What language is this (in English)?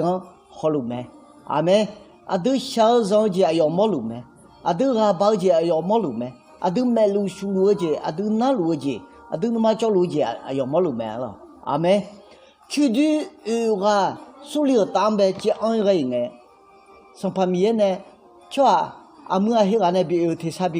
Akha